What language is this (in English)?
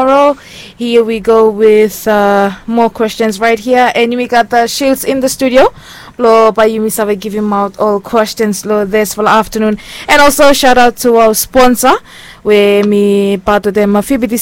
Bislama